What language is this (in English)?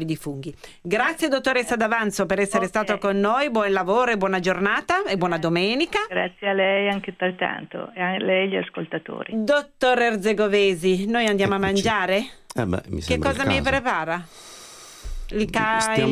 Italian